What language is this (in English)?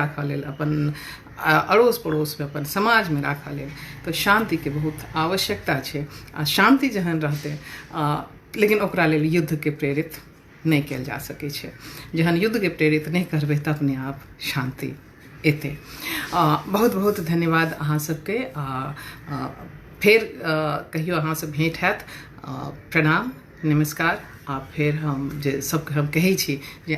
Maithili